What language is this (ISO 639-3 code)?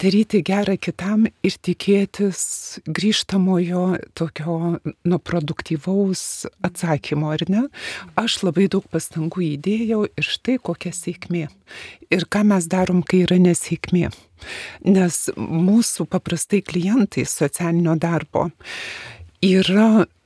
lit